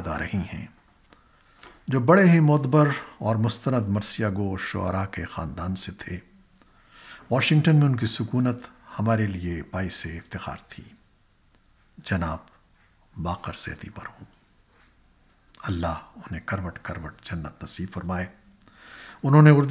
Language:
Urdu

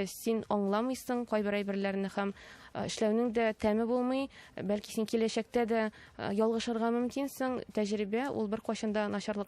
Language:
Tatar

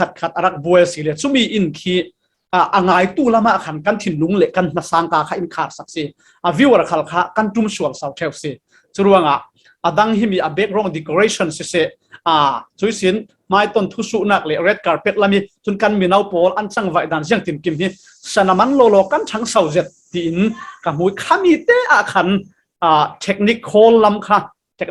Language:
Falam Chin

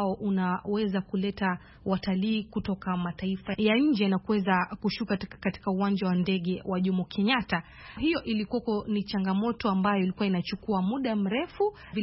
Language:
Swahili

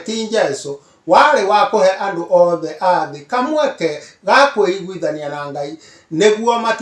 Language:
Kikuyu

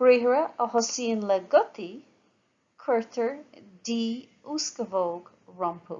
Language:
Irish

